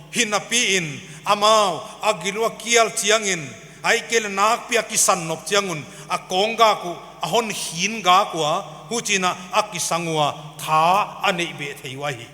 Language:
Paite Chin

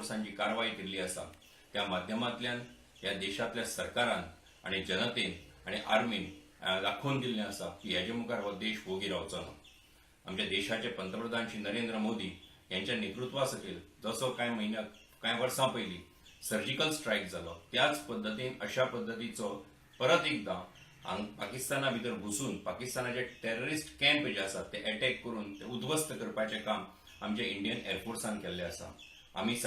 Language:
Konkani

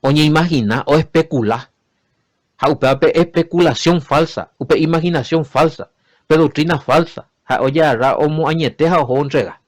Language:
Guarani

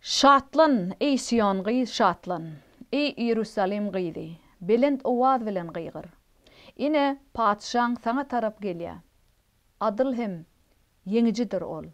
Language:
Turkmen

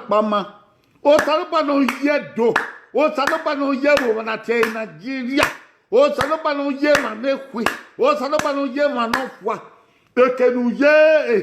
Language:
Bini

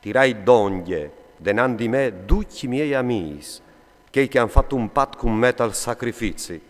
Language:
Friulian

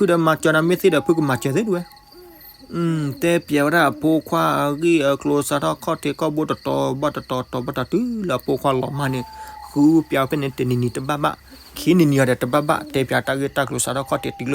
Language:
S'gaw Karen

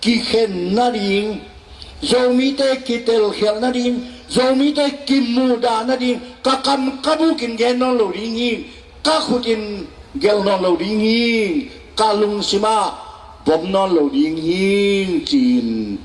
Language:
Tedim Chin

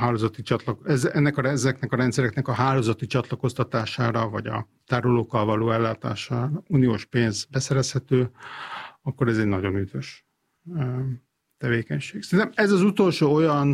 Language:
Hungarian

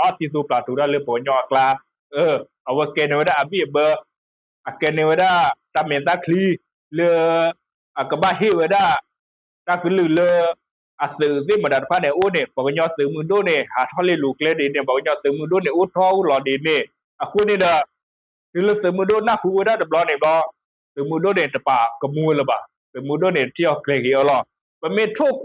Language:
S'gaw Karen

